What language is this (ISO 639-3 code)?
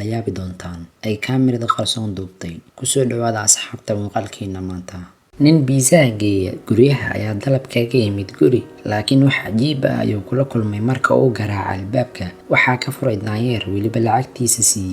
som